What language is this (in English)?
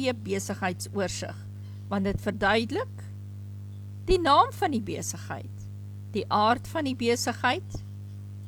Afrikaans